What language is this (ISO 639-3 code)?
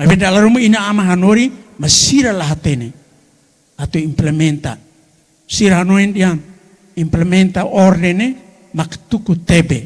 tet